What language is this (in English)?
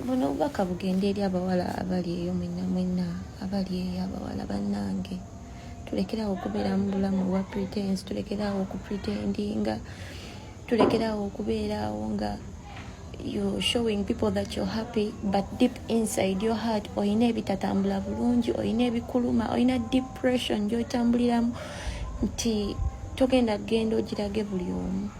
Ganda